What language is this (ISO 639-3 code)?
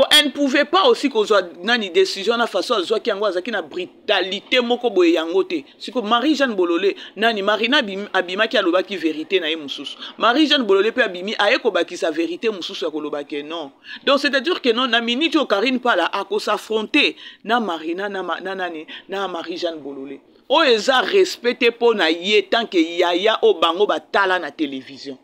lin